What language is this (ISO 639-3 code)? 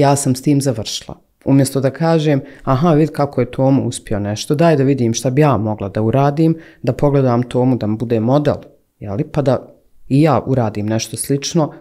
bos